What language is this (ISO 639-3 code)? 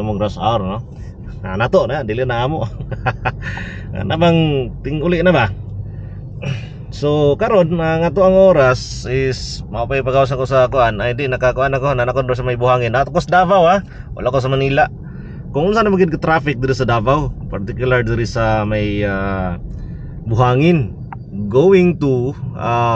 ceb